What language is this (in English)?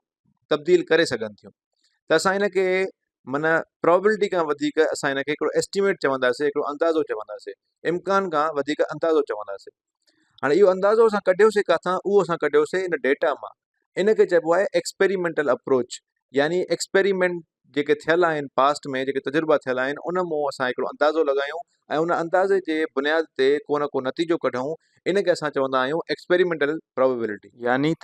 Sindhi